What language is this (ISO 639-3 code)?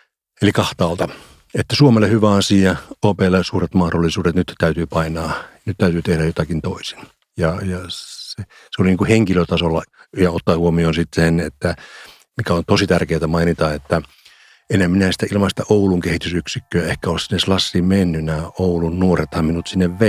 fin